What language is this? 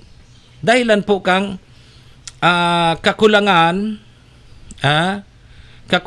Bikol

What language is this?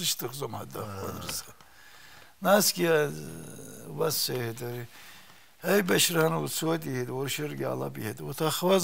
Abkhazian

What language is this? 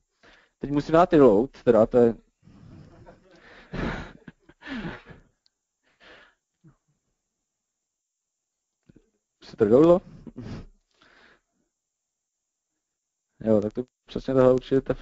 Czech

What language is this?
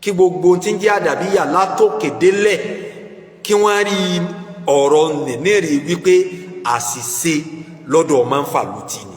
Yoruba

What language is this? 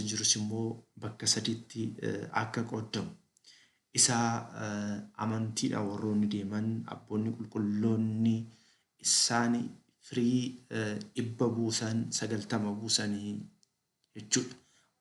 Oromo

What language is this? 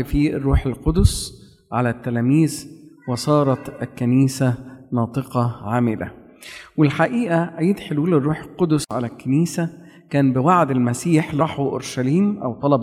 Egyptian Arabic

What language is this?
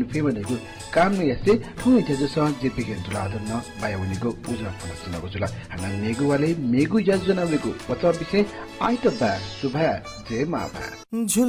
Newari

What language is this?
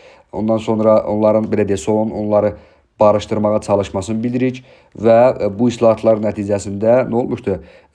Azerbaijani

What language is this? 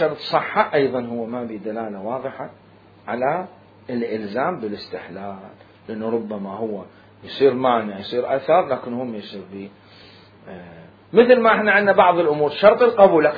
Mesopotamian Arabic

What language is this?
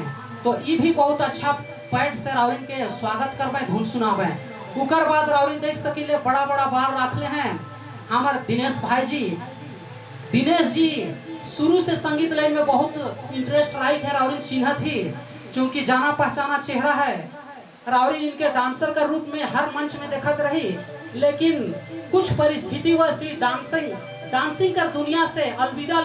Sadri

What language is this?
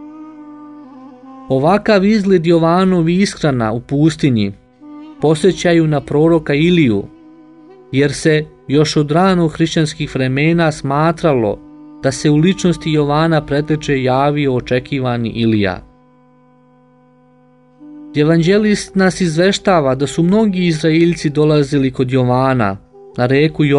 Serbian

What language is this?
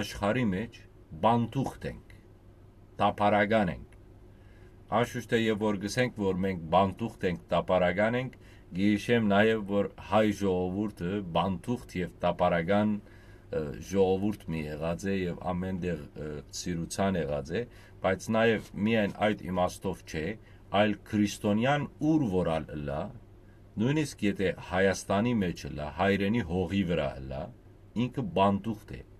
Western Armenian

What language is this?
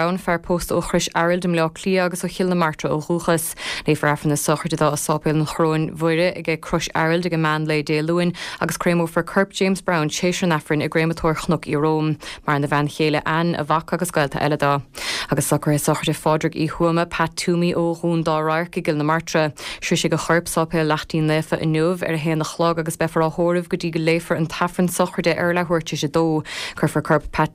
Irish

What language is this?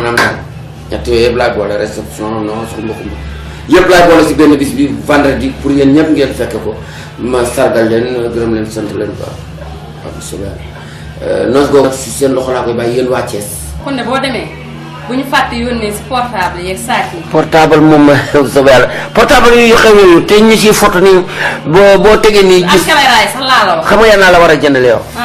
Wolof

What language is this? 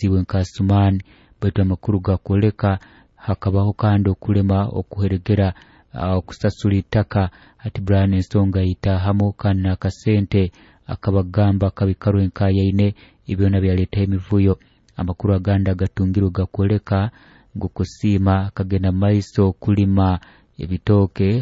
Nyoro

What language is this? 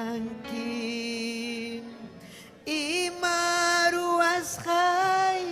Ayacucho Quechua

